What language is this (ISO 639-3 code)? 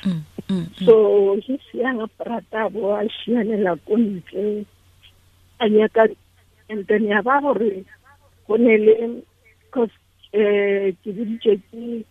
tsn